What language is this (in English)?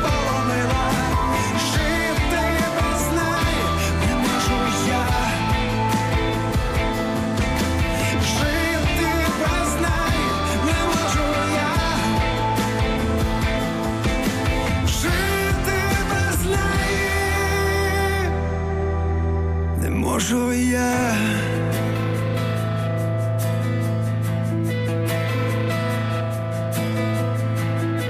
Ukrainian